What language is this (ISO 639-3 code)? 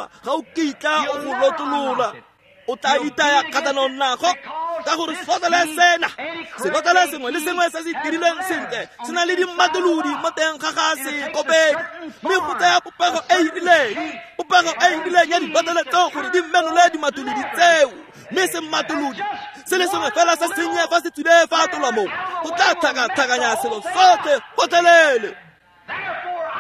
tsn